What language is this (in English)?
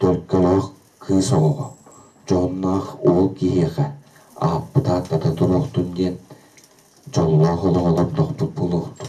Yakut